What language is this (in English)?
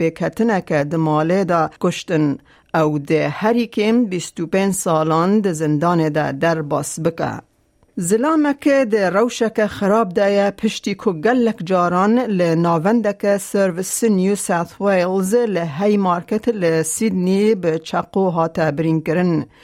Kurdish